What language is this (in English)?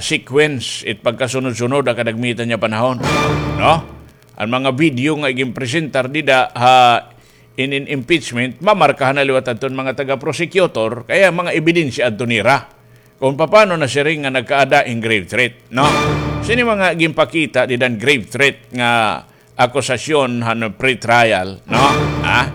Waray